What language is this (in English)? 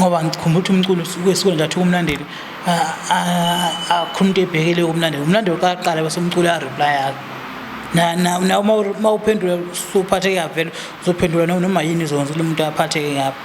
Zulu